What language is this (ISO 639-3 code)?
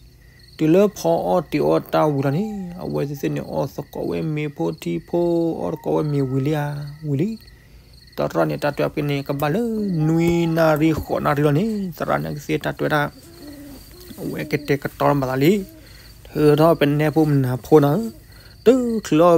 ksw